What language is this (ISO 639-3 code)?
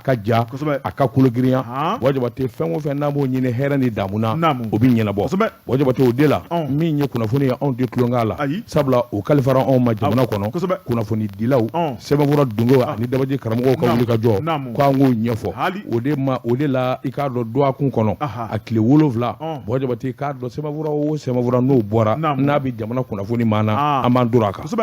bam